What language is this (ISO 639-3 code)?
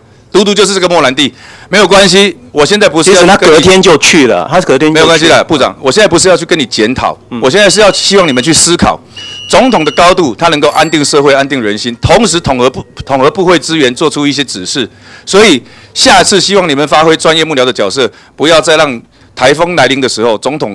zho